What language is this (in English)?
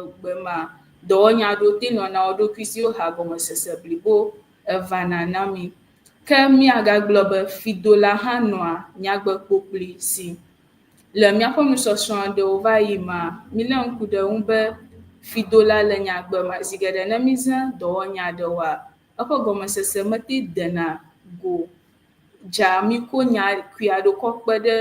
Ewe